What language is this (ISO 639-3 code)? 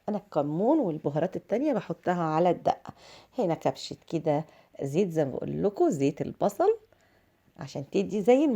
arz